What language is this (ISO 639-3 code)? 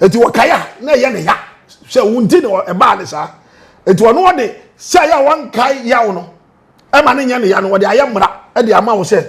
aka